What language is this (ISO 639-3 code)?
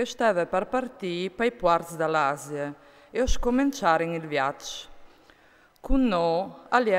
fur